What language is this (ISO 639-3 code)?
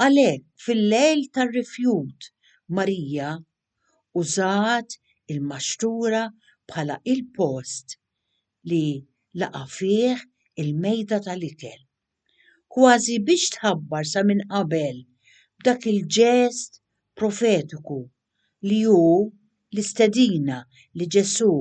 mlt